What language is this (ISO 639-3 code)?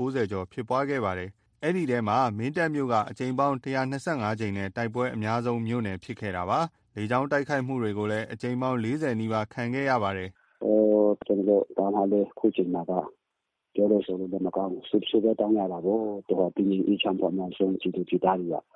mya